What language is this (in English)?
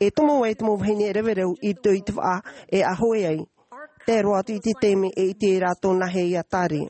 Tahitian